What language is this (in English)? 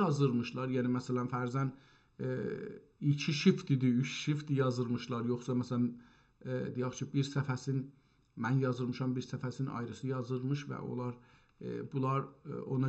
South Azerbaijani